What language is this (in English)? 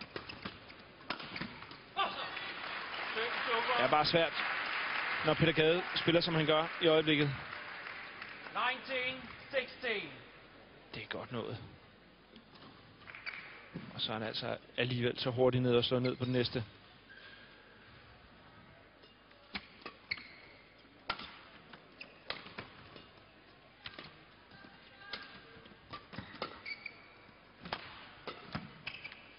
Danish